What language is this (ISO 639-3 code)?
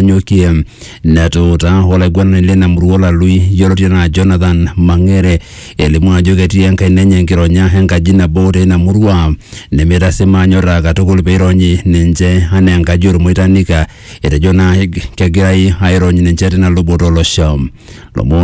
mas